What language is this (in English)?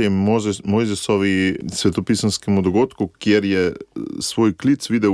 Slovenian